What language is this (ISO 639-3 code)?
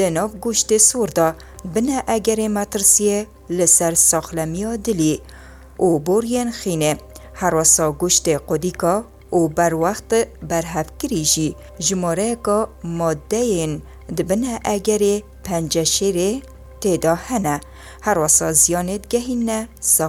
kur